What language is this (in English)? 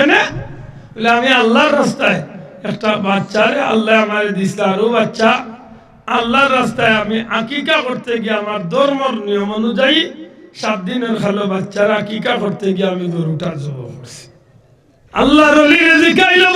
Sylheti